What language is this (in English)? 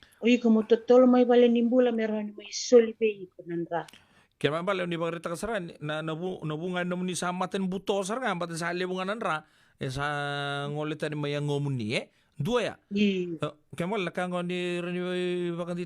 Fijian